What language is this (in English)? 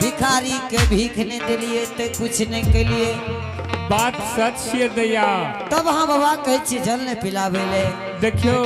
Angika